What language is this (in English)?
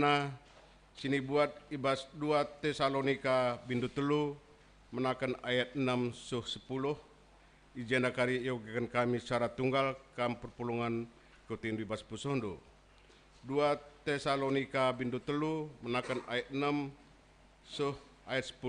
Batak Karo